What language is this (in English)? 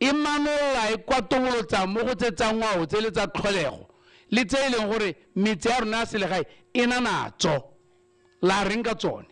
Tswana